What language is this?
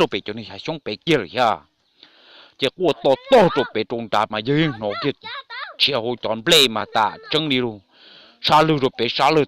Hmong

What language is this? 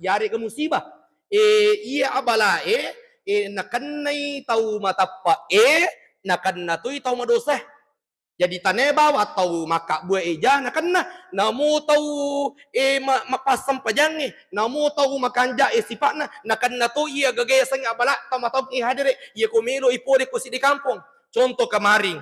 Buginese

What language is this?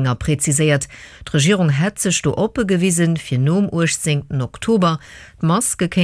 Luxembourgish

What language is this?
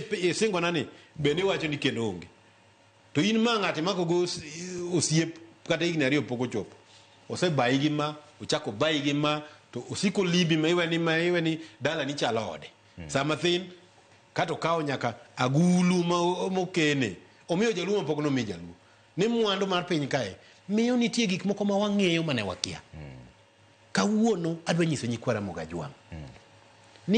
Luo (Kenya and Tanzania)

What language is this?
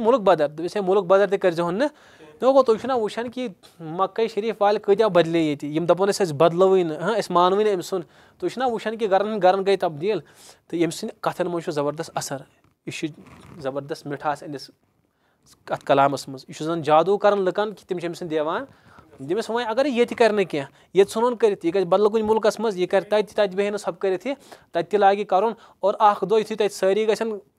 Kashmiri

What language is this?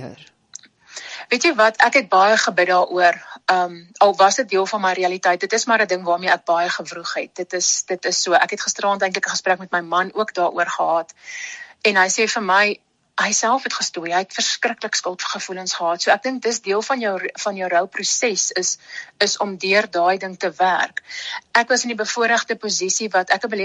Afrikaans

